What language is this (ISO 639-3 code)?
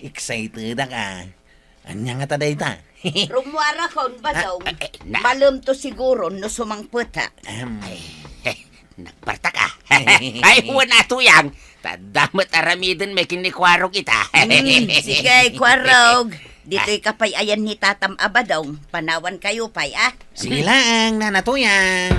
ilo